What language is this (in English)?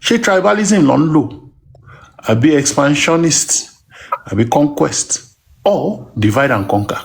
Yoruba